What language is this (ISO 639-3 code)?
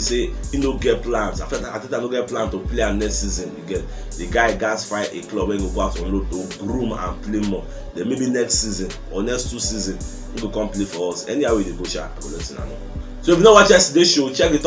pcm